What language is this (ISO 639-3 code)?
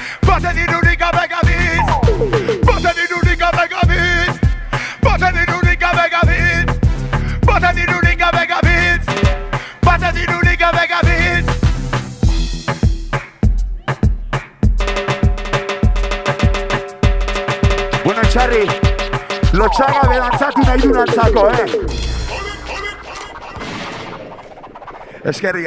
eus